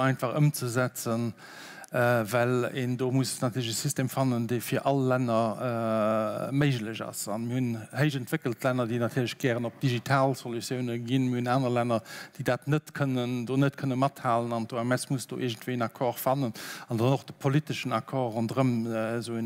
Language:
Luxembourgish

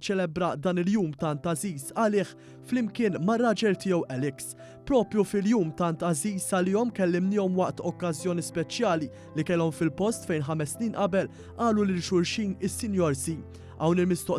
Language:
Maltese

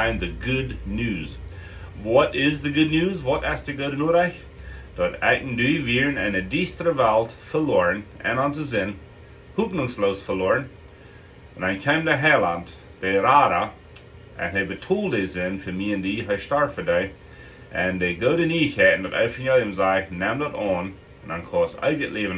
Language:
Plautdietsch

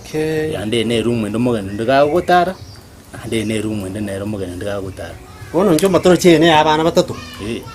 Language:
Gusii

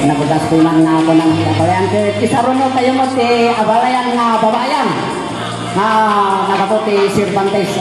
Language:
Iloko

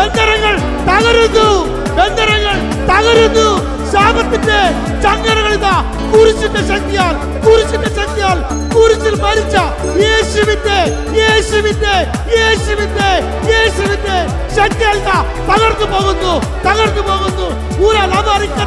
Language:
Malayalam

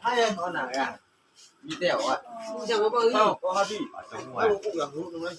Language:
Phom Naga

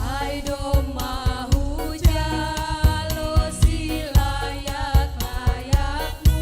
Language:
Batak Simalungun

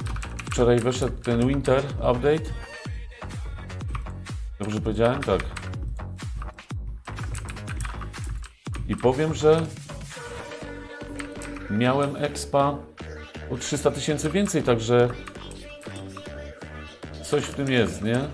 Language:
Polish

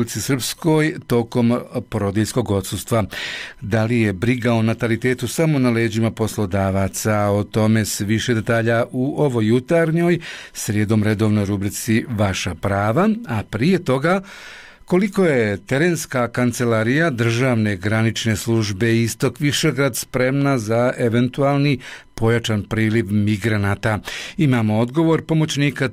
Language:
Bosnian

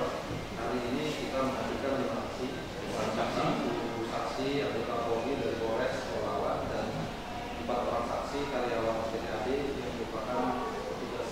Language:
Indonesian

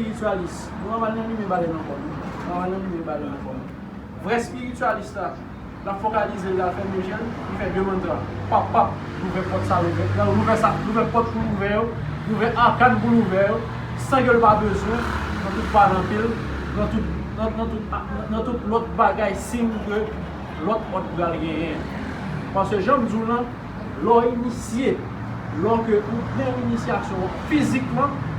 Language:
Haitian Creole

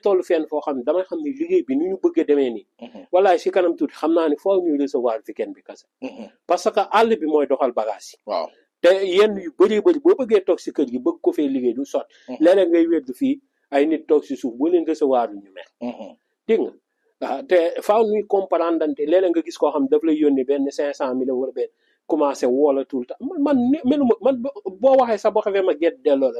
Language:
Wolof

